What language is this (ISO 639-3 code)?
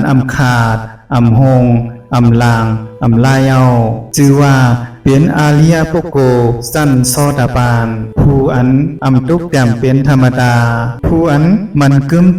shn